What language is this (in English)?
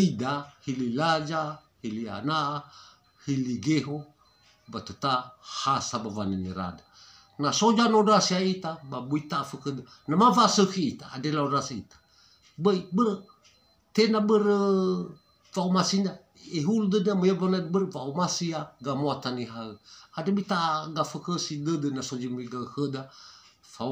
Nias